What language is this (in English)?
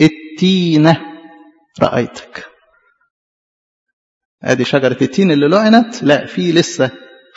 Egyptian Arabic